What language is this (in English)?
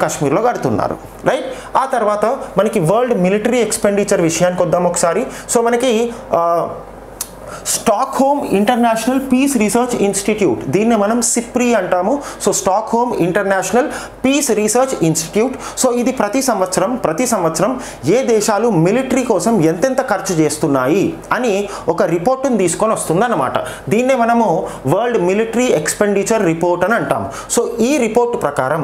Telugu